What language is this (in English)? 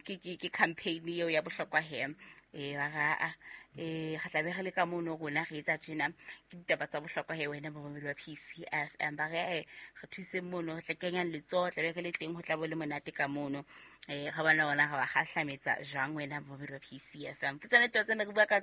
Southern Sotho